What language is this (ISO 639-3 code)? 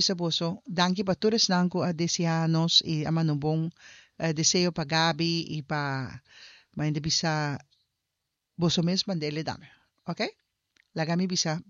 pap